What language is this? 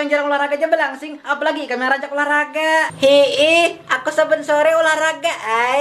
Banjar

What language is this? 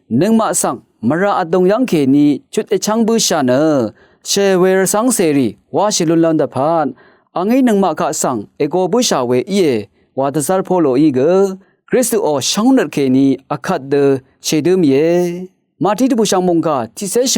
Rawang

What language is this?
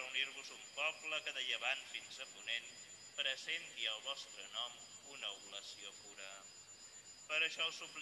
Catalan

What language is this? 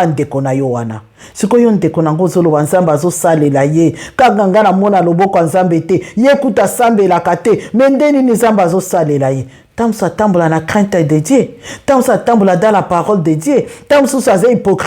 Lingala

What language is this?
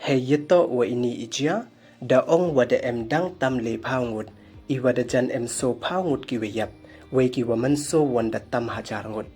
Pnar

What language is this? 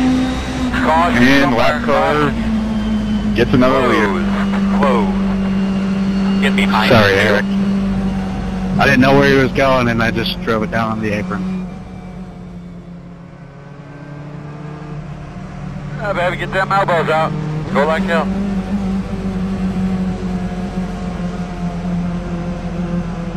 English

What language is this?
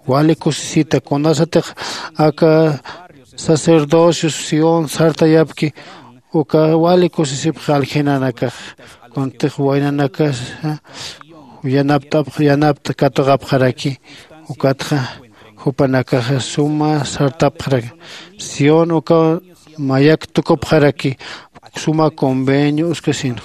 Aymara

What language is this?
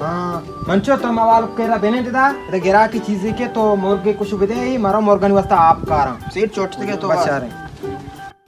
Baluchi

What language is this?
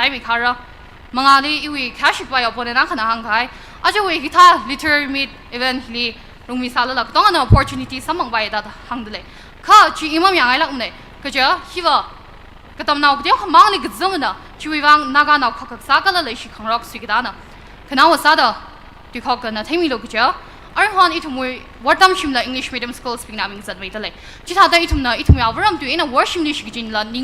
Tangkhul Naga (India)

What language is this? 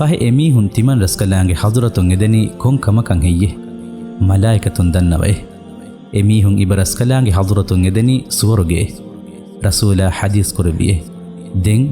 Divehi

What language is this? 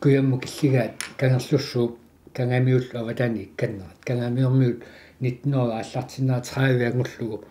Kalaallisut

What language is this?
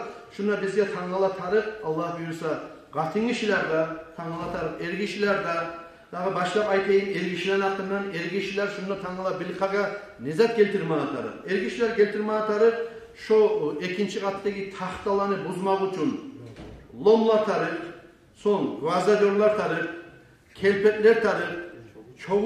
Kumyk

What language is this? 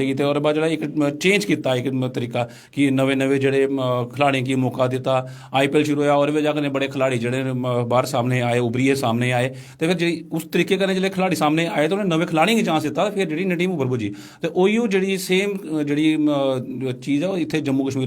Dogri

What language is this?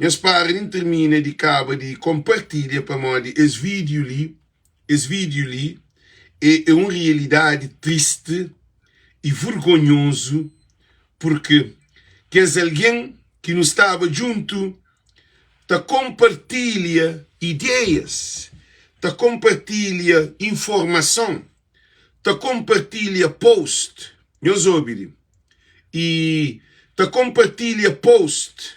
Kabuverdianu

